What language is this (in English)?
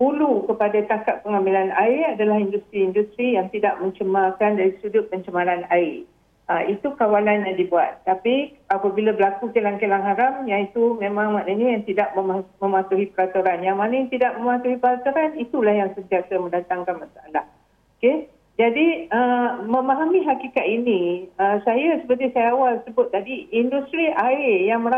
Malay